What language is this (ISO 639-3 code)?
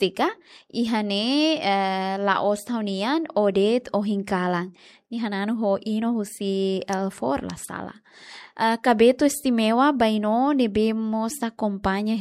tet